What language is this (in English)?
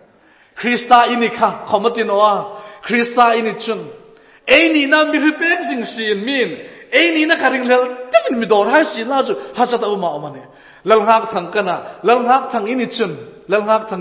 Hmar